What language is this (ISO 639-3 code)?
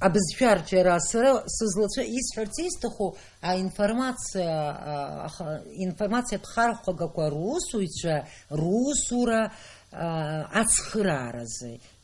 abk